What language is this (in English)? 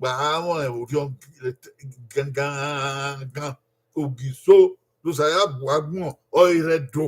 Bini